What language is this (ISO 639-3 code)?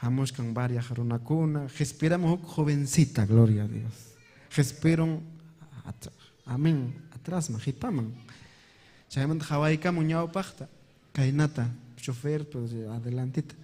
quy